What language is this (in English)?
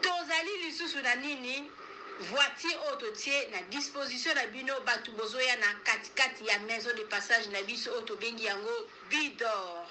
Lingala